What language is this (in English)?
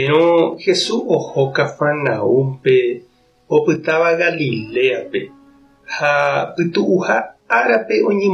Guarani